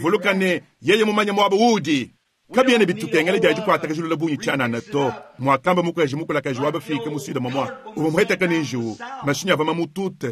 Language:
Luba-Lulua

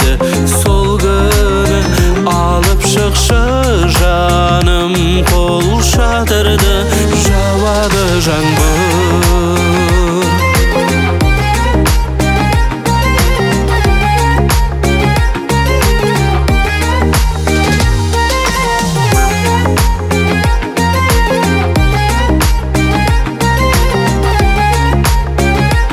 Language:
Kazakh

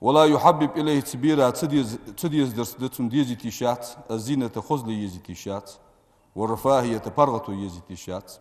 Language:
Ingush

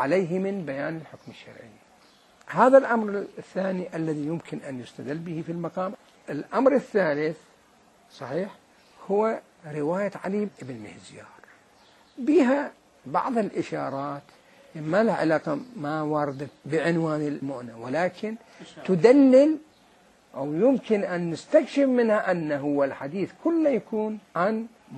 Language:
Mesopotamian Arabic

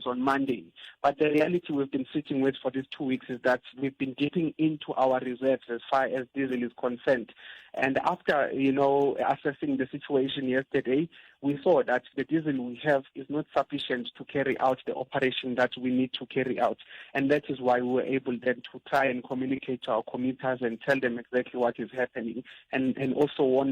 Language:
Tsonga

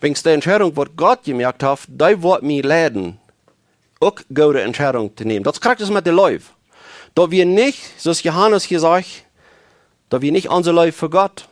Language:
Plautdietsch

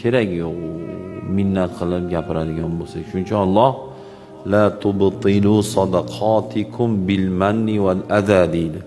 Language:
Uzbek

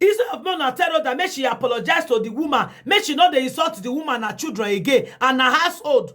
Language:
Nigerian Pidgin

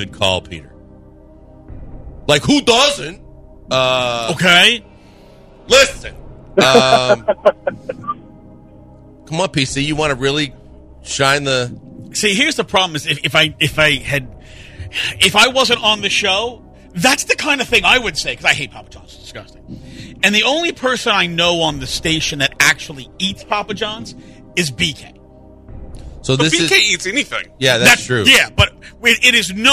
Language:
English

